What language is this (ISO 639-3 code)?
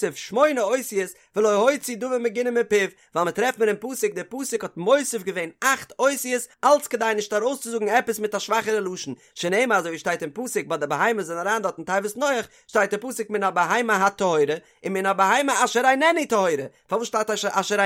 yid